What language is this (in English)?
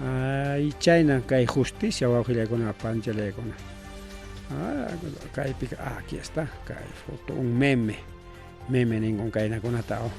Ayacucho Quechua